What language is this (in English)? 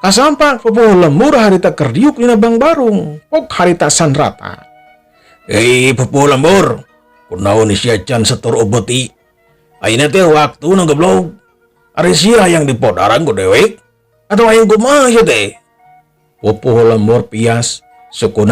Sundanese